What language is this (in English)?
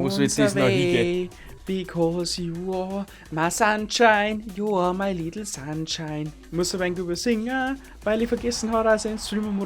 Bavarian